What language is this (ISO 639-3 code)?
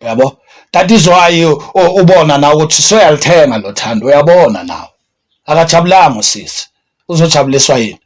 zul